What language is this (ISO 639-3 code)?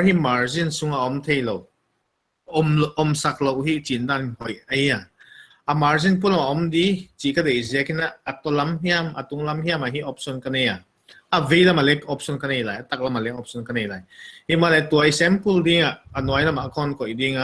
pck